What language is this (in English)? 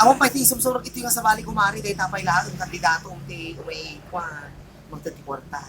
Iloko